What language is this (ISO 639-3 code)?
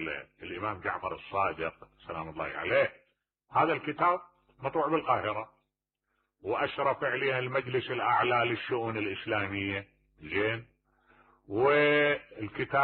acm